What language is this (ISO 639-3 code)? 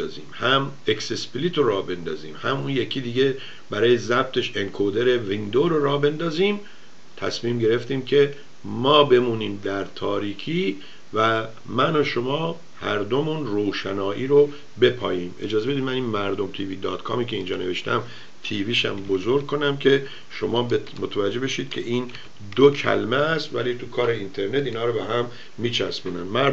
fas